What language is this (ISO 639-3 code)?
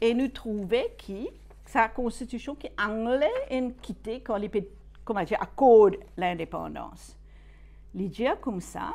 mfe